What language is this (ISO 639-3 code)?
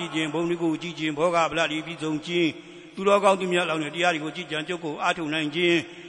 mya